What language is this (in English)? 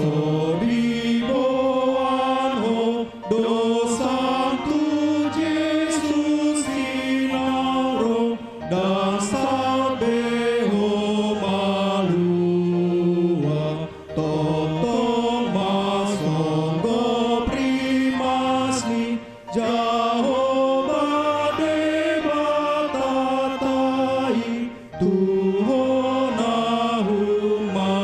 Batak Toba